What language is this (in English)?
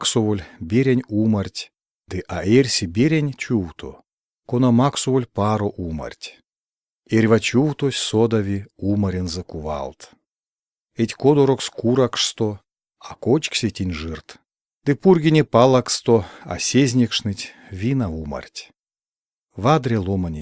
Erzya